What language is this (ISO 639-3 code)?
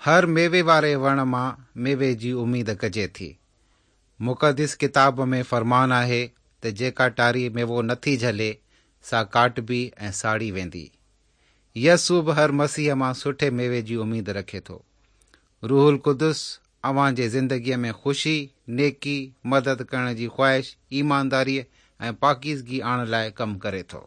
snd